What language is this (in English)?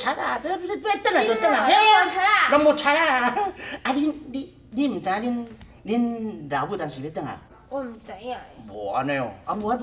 Min Nan Chinese